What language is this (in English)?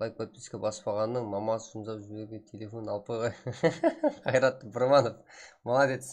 Kara-Kalpak